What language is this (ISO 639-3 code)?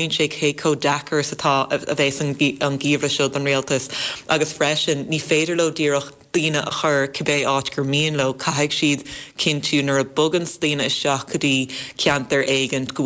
gle